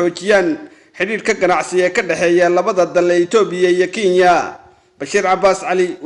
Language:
Somali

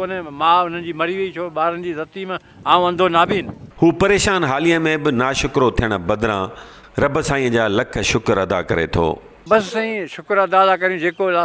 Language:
Sindhi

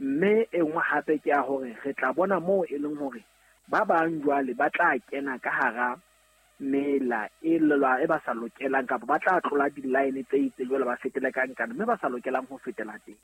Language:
Southern Sotho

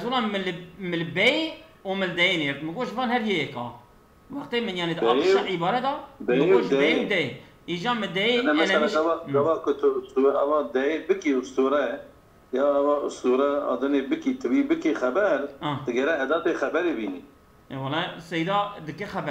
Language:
Kurdish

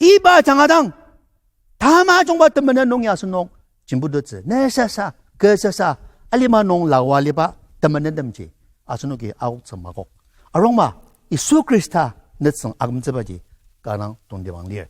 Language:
Ao Naga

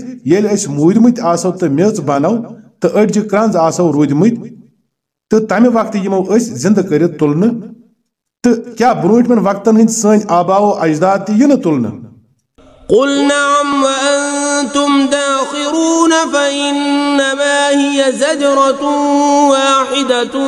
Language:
Kashmiri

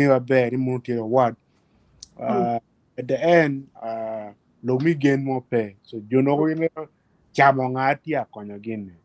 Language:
Acoli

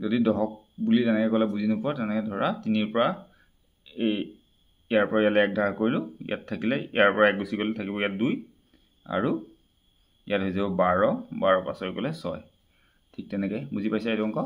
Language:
Assamese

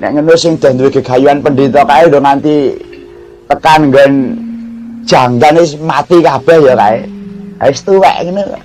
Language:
Javanese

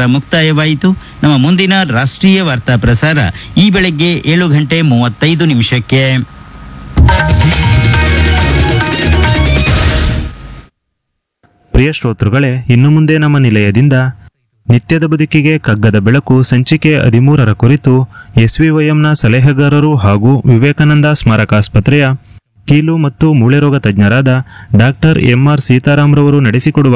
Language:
Kannada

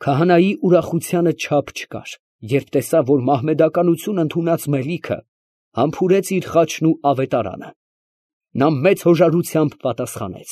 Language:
Armenian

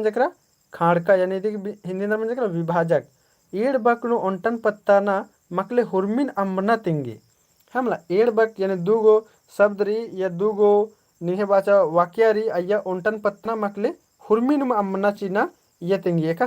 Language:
Kurukh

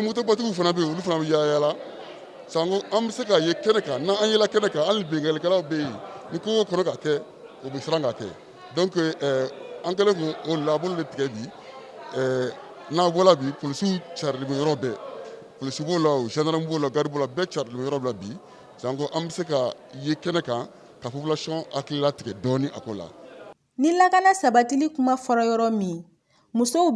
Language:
Bambara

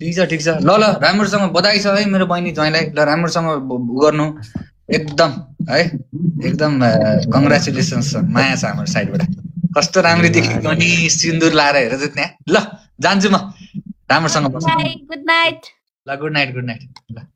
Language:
Nepali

